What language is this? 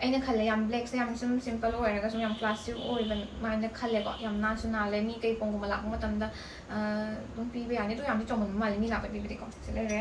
Manipuri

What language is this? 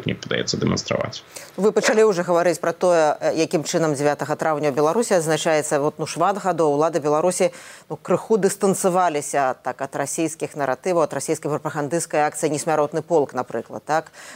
Belarusian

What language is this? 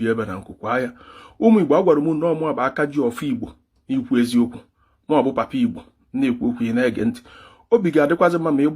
Igbo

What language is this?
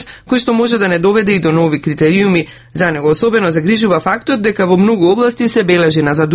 Macedonian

